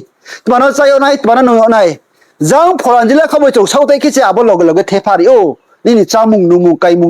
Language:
Riang (India)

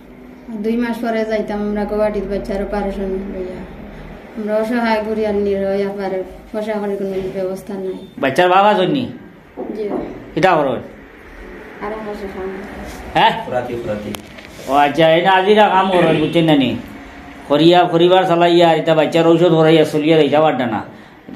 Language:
Sylheti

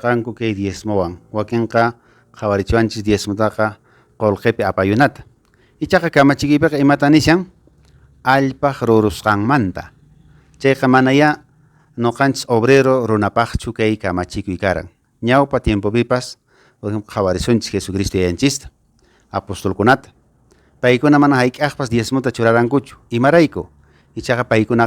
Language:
Quechua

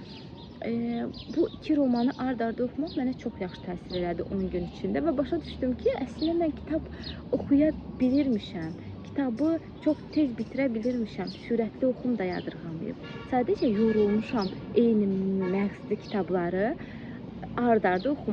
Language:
Azerbaijani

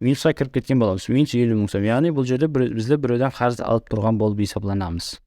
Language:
Kara-Kalpak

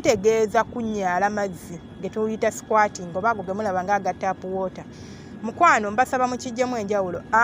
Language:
Ganda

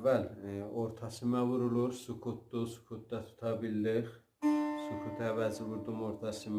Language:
South Azerbaijani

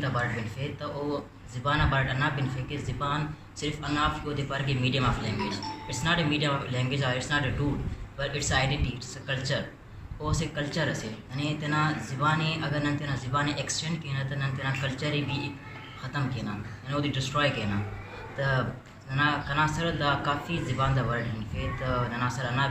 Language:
Brahui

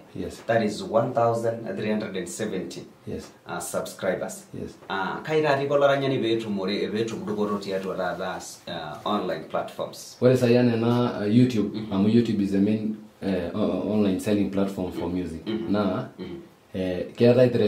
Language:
Masai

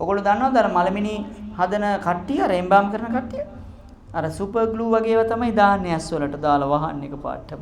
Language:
Sinhala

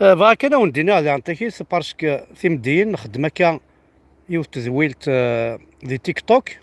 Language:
Kabyle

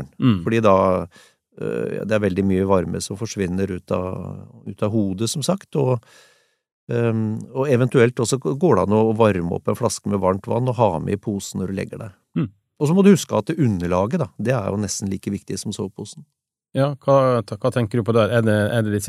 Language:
Norwegian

